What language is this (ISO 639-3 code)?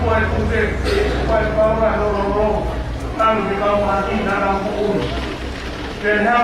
ton